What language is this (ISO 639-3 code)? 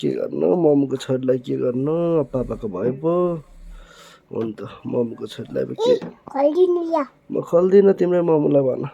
nep